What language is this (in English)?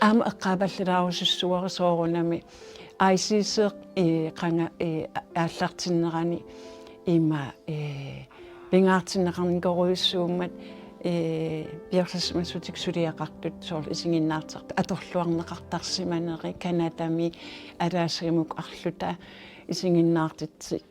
Kalaallisut